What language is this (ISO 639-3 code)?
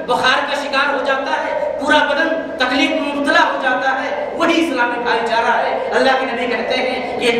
urd